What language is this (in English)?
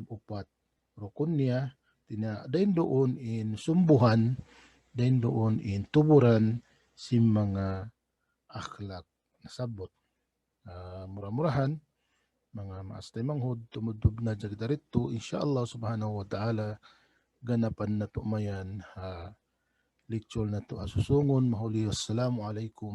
Tausug